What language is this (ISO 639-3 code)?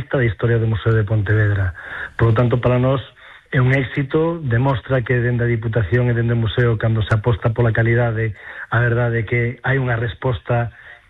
glg